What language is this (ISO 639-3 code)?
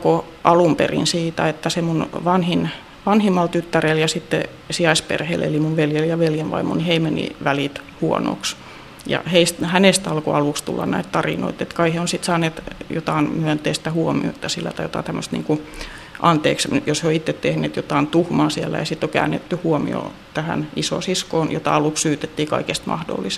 fin